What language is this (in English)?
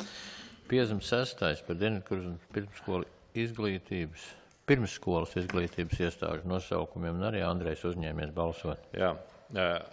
Latvian